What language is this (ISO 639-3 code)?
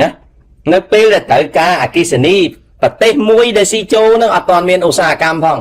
khm